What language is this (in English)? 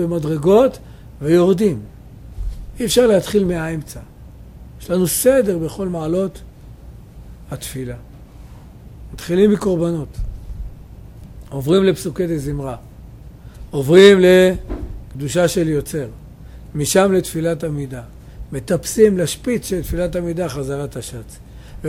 Hebrew